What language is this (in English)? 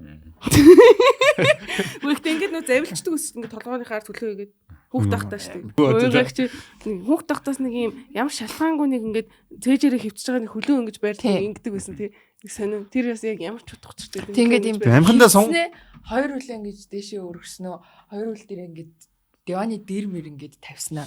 Mongolian